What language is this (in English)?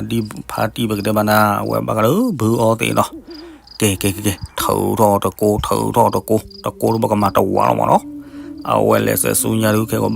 S'gaw Karen